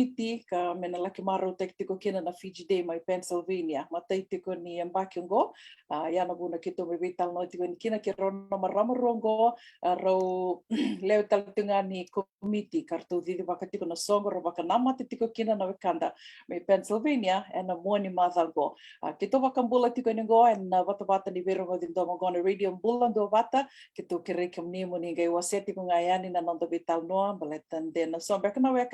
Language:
Fijian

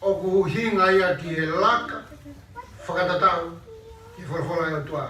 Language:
Tongan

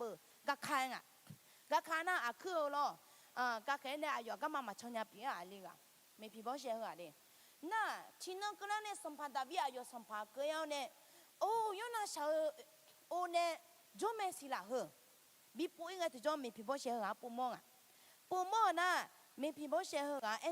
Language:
Akha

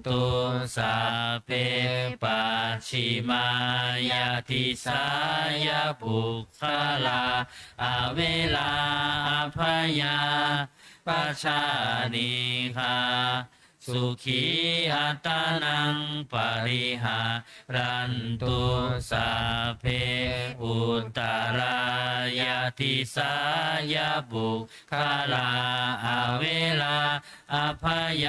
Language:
Pali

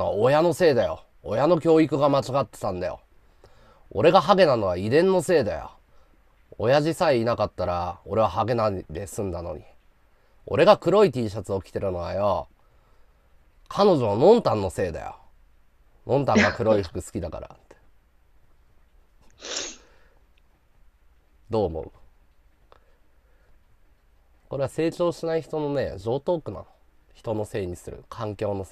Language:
Japanese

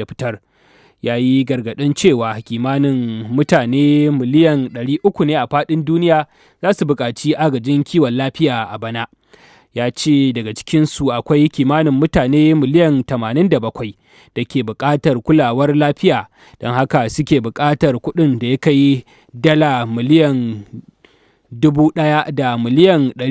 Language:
Hausa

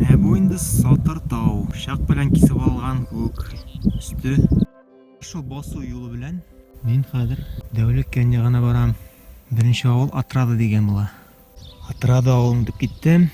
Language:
Tatar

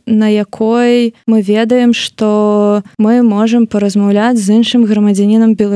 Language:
Belarusian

